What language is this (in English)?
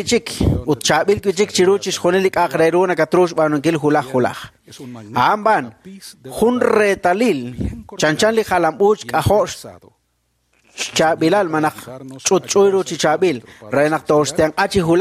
Kekchí